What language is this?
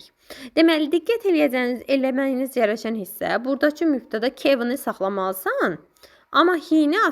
Azerbaijani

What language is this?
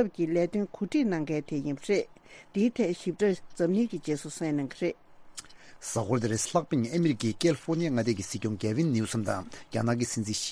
Tibetan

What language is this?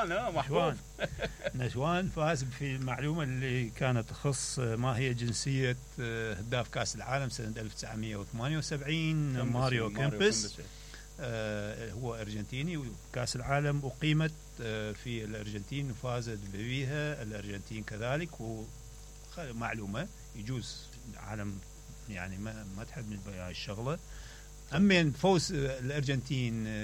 Mesopotamian Arabic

